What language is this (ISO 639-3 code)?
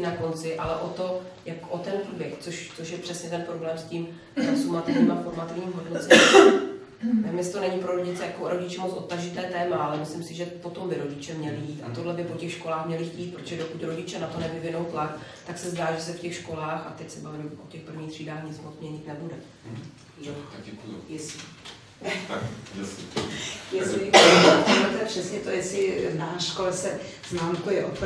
ces